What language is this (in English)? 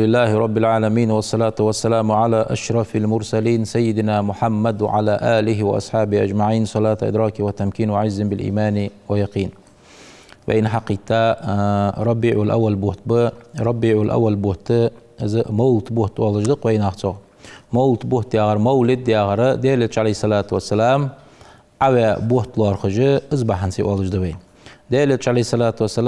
Ingush